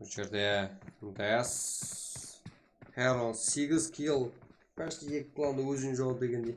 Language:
Kara-Kalpak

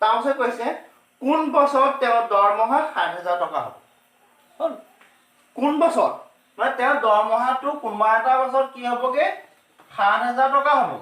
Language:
Assamese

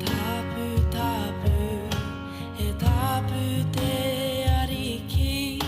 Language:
Māori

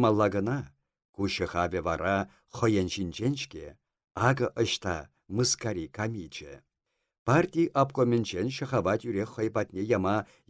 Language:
Chuvash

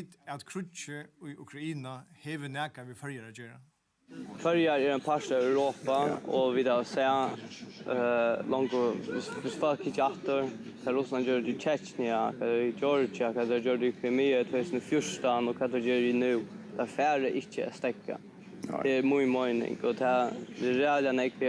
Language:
Faroese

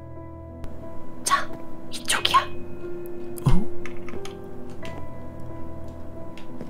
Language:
Korean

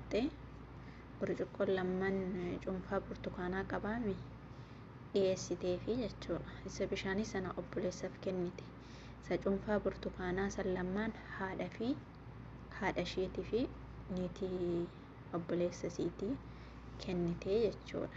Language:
Oromo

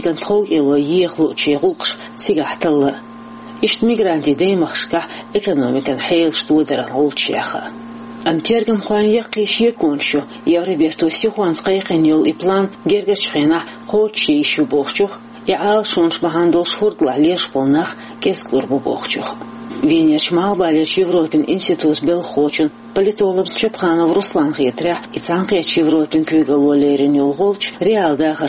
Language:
Chechen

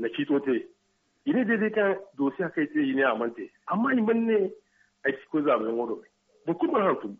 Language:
Zarma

